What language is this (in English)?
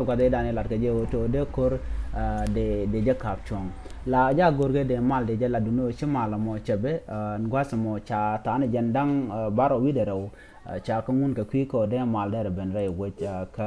Nuer